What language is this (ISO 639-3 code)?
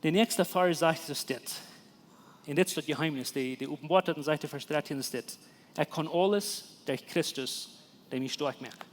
pdt